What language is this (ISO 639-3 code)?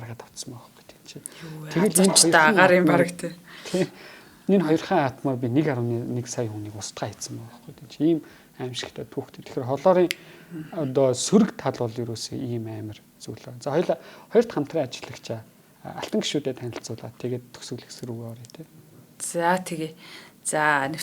mon